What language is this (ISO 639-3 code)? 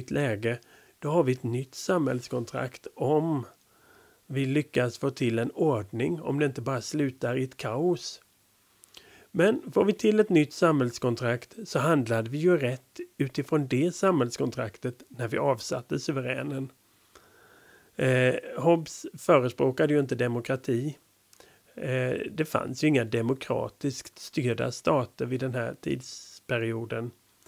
swe